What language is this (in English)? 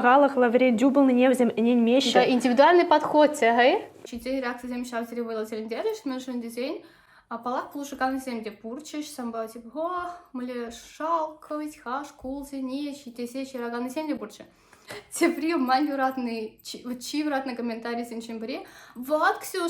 Chuvash